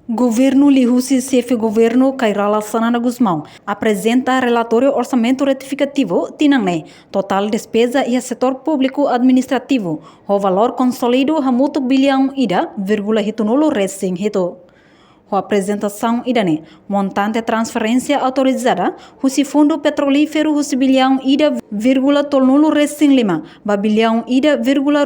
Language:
Tetum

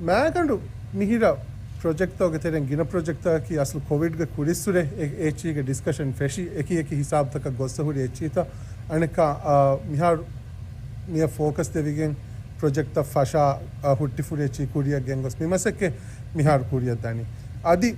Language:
Divehi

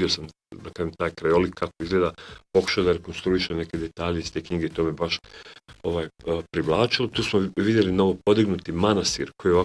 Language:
Serbian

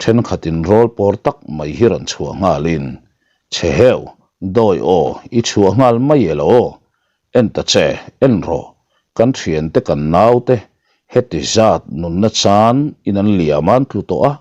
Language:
Mizo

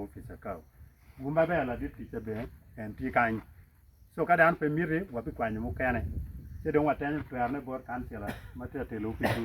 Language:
Acoli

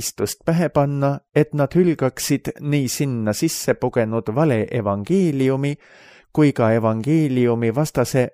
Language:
Estonian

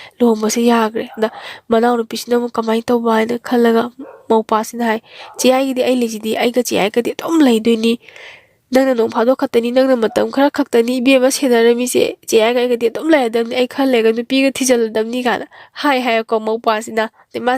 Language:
Manipuri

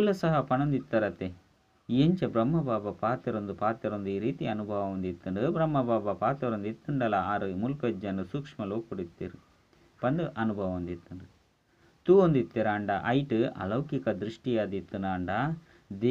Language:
Tulu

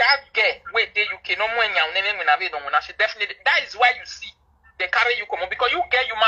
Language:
Nigerian Pidgin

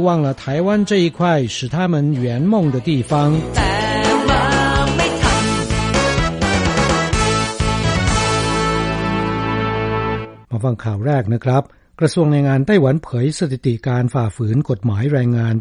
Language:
Thai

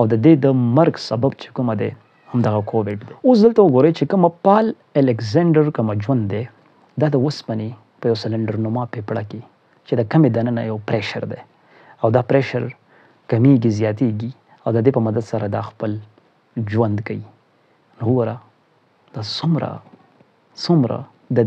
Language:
Pashto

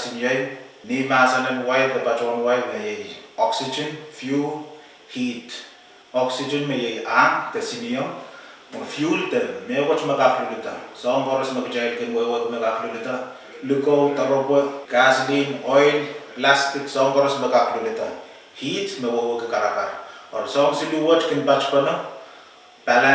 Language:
Pohnpeian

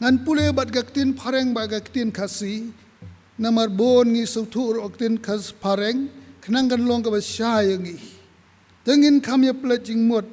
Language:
Khasi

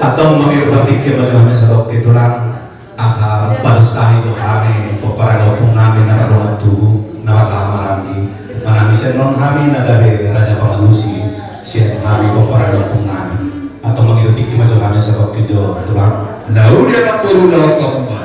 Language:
Batak Toba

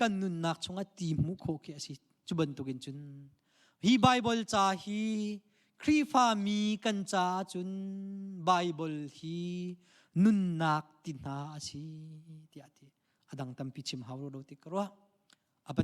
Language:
Hakha Chin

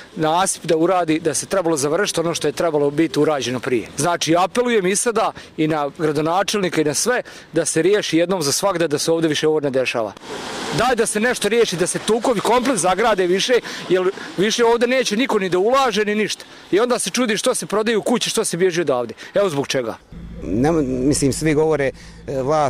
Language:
Bosnian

